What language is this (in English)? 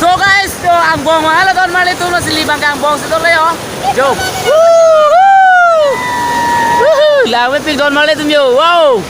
Karbi